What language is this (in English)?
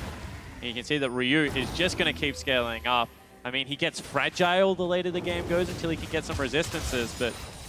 English